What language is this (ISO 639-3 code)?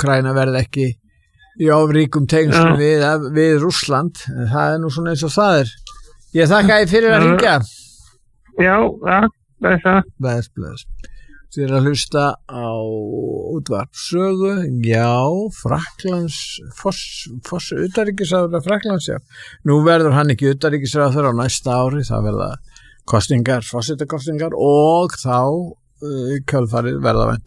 isl